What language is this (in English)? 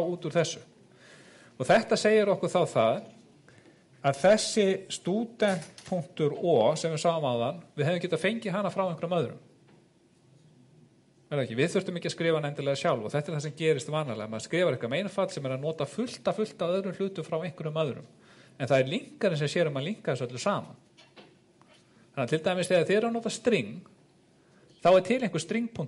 Icelandic